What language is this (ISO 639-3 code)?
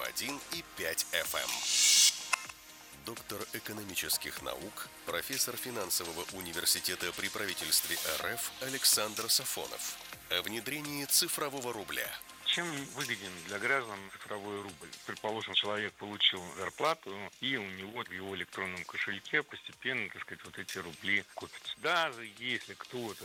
rus